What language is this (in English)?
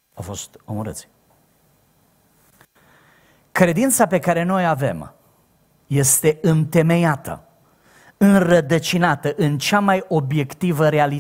Romanian